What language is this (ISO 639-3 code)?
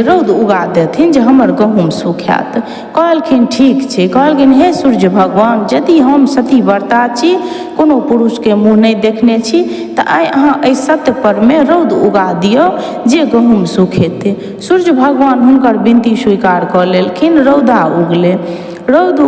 mai